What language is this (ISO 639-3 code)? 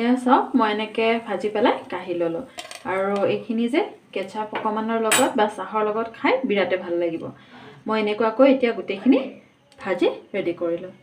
asm